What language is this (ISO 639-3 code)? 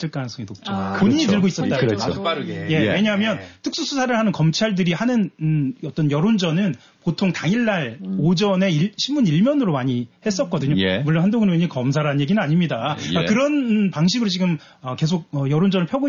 kor